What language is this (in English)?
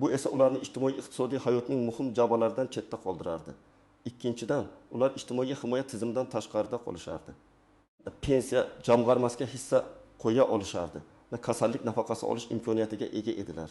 Uzbek